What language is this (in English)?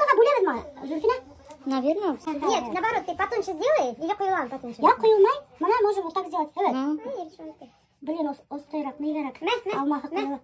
Bashkir